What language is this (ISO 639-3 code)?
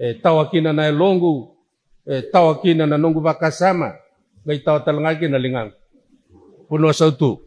fij